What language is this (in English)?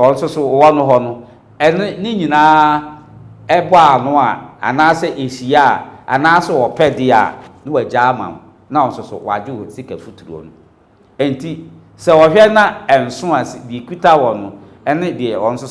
Akan